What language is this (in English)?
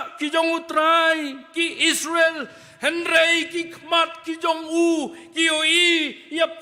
Khasi